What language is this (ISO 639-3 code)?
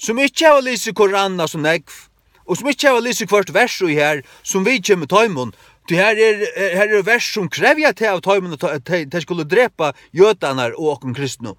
fao